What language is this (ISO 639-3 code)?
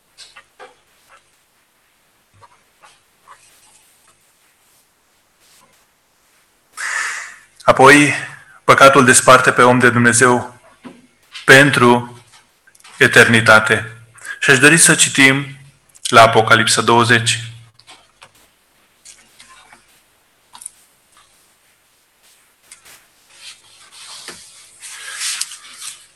ron